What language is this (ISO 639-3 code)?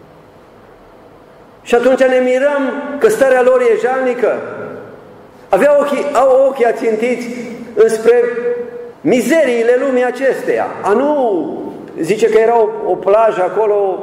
ron